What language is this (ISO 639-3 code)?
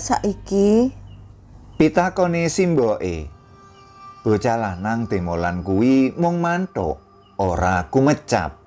jav